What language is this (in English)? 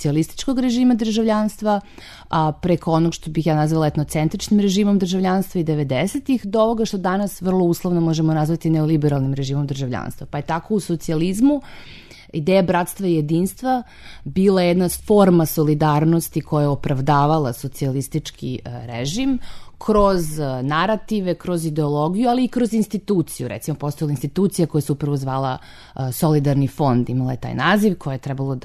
Serbian